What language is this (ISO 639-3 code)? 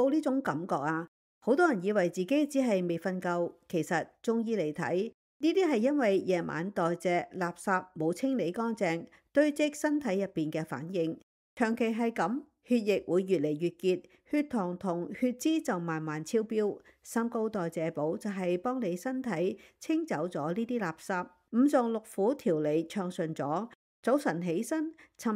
yue